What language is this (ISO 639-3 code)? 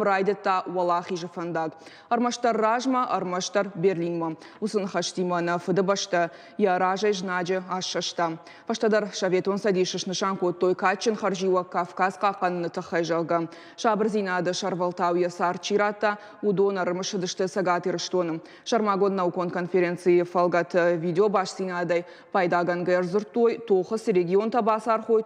oss